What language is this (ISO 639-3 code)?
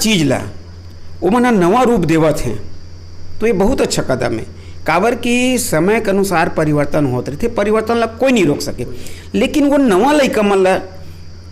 hne